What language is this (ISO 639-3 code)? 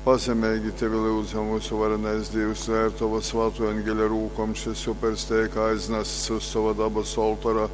ltg